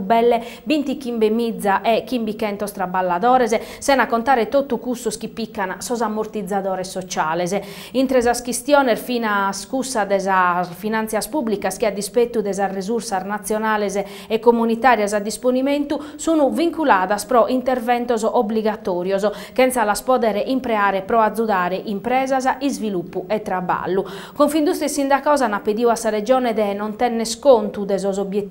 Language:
Sardinian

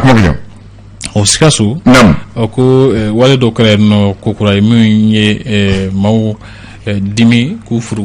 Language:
Bambara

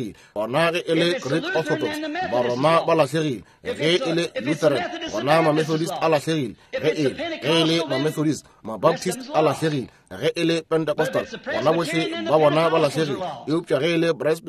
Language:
Northern Sotho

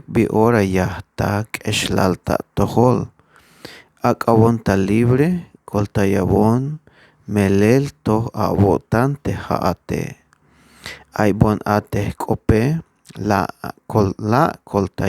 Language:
Tzeltal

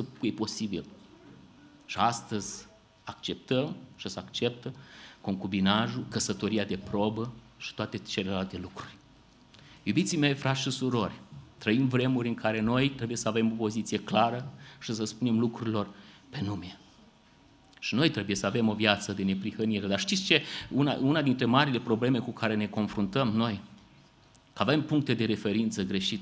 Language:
Romanian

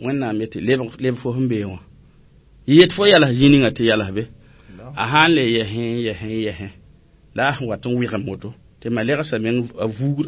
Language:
Mossi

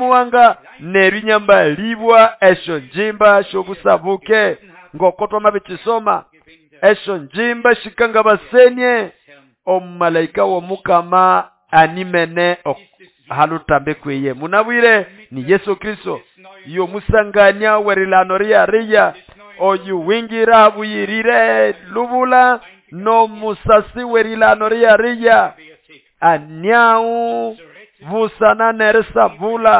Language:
Nande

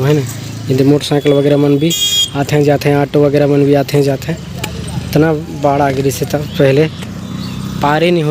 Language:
Chhattisgarhi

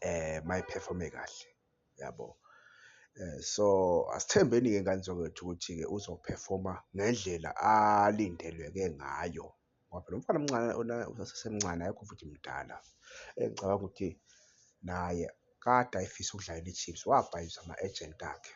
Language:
Zulu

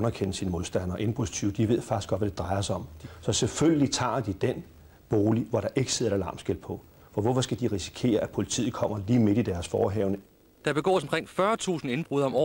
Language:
Danish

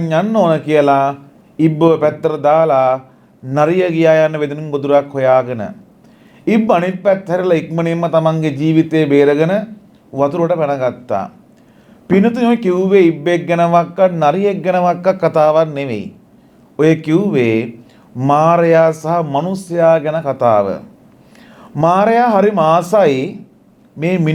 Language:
Sinhala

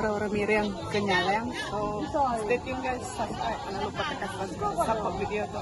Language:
Iban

